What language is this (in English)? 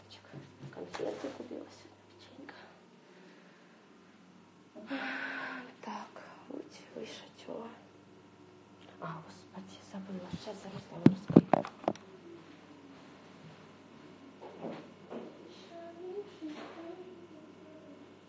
Russian